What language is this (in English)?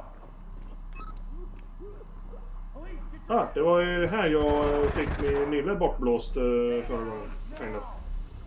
Swedish